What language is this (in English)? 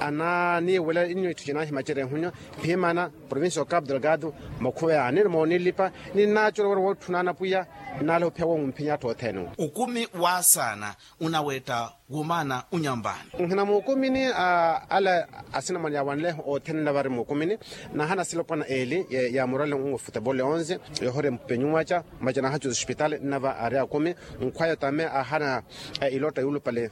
Makhuwa